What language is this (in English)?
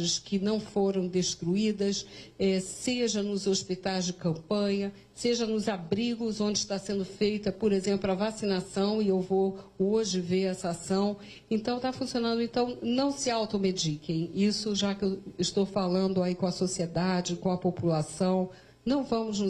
Portuguese